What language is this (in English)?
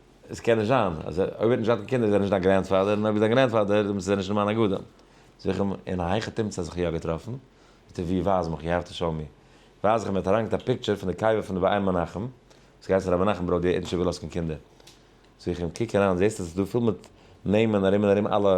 Yiddish